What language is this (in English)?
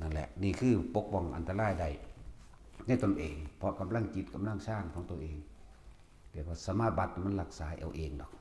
Northeastern Thai